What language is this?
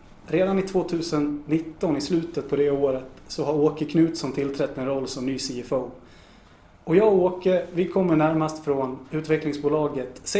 Swedish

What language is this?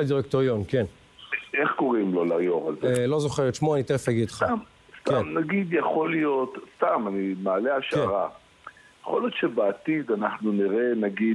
Hebrew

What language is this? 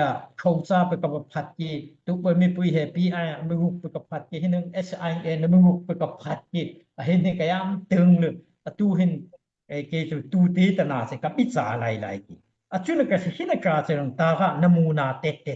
Daai Chin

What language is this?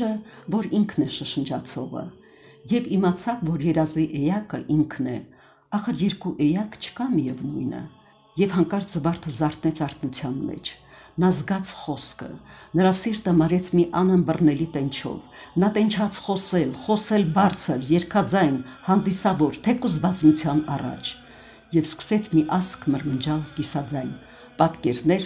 Armenian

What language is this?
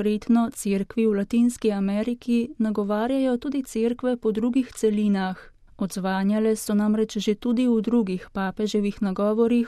Slovenian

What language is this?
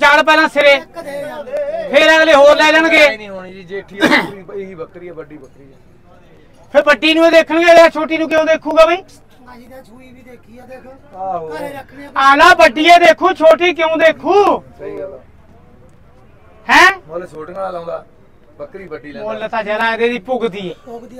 Punjabi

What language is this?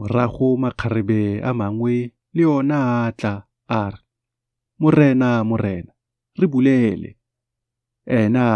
Tswana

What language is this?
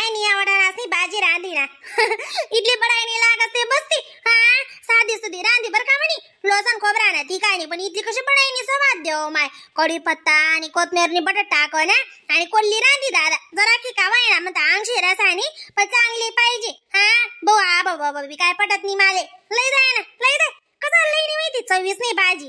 Khandesi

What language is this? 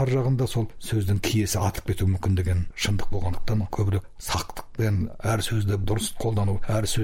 Kazakh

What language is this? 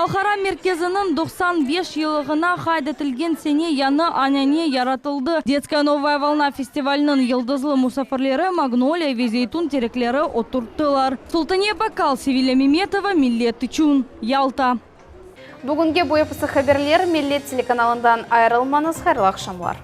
Crimean Tatar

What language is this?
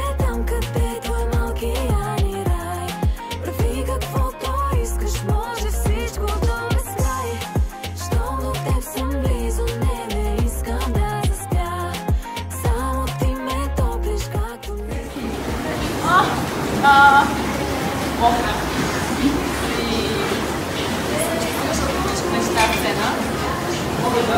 Bulgarian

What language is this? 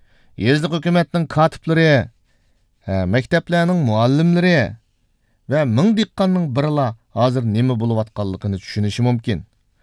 Uyghur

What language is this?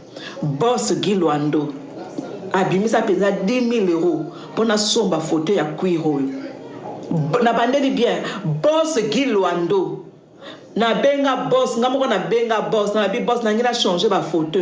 Lingala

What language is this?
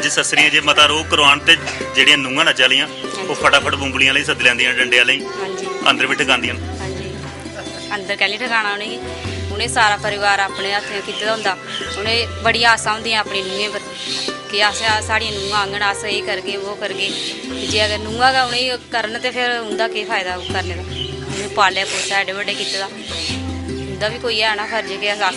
Dogri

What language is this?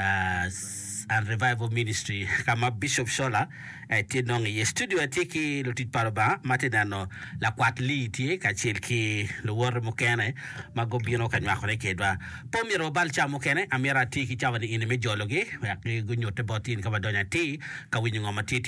Acoli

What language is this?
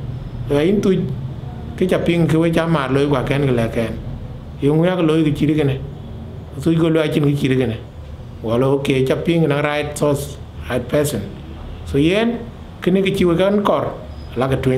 Dinka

